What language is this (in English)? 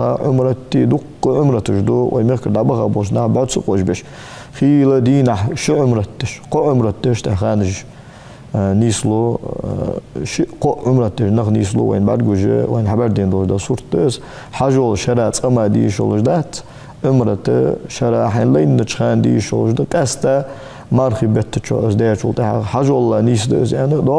Ingush